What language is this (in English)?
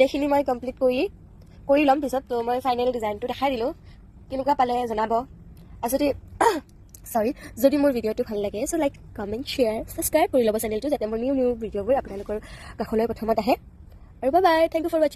Assamese